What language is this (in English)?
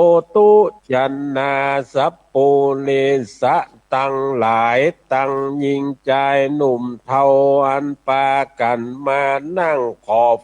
Northern Thai